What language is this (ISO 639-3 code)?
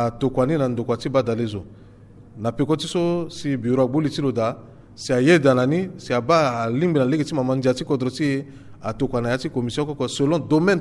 sag